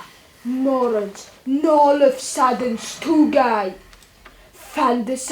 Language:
Ossetic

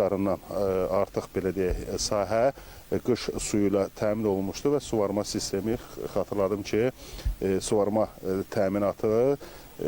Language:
Azerbaijani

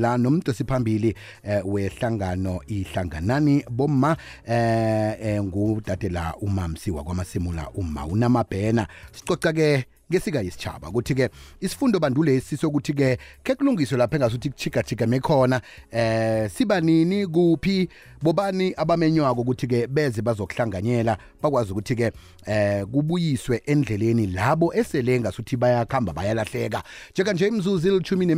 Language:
South Ndebele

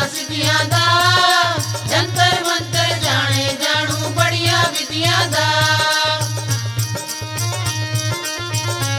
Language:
Punjabi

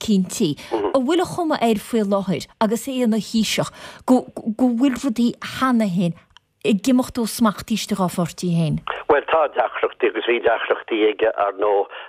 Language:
Irish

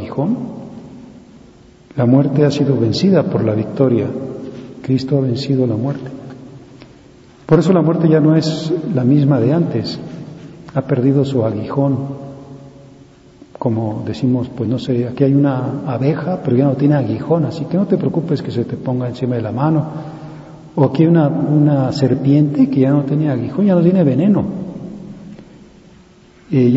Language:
Spanish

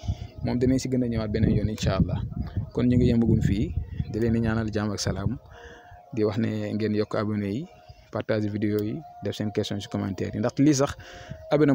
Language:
Wolof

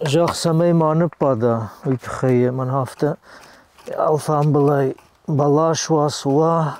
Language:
Ossetic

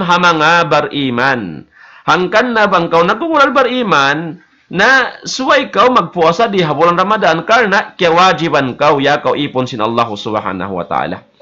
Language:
Tausug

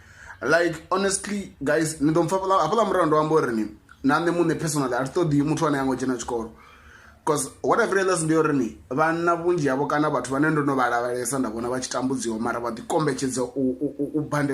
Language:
Venda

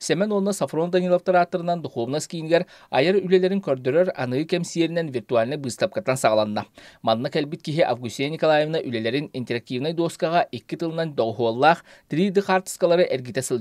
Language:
Yakut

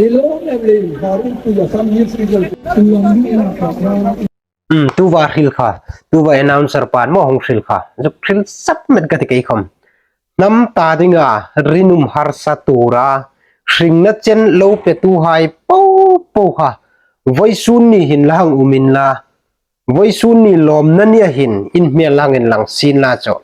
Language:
Hmar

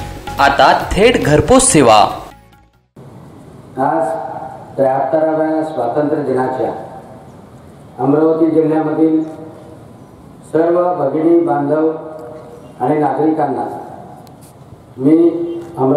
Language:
Marathi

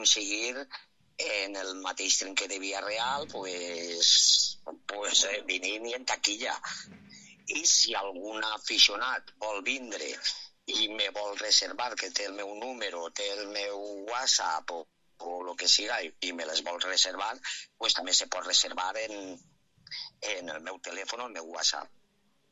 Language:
Catalan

